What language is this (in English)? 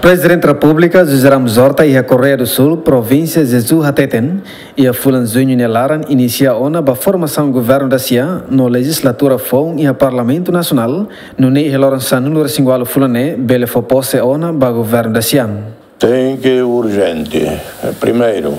Tetum